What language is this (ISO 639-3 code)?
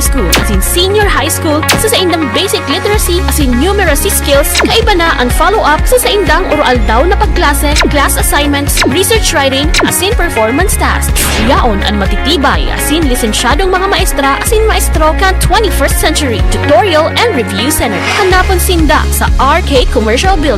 bik